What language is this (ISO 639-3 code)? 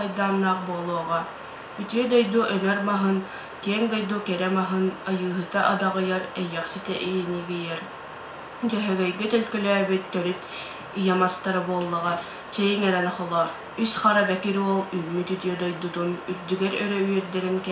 sah